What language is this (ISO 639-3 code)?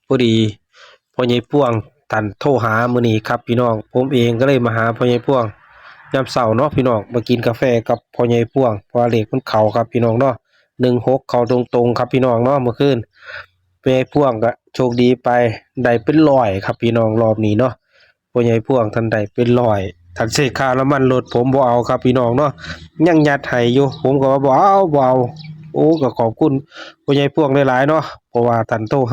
lao